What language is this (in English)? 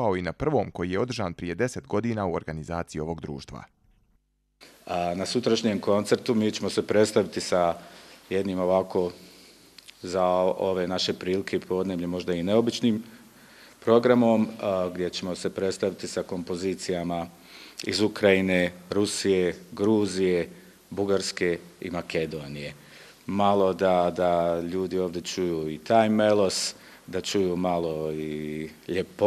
Bosnian